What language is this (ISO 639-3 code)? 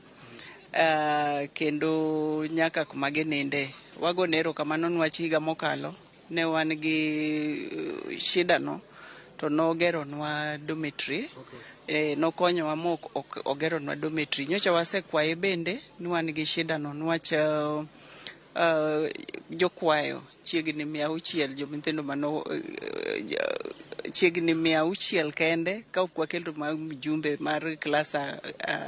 luo